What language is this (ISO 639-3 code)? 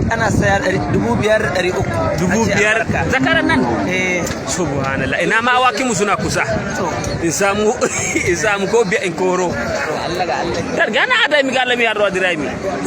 hau